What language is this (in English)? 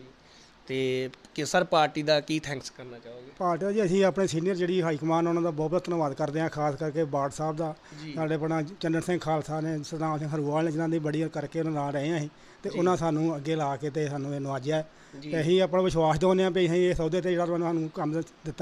Punjabi